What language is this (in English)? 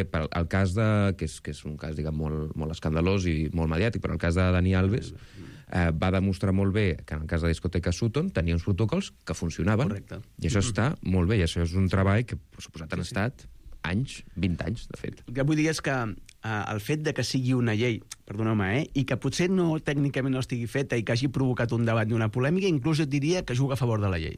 Catalan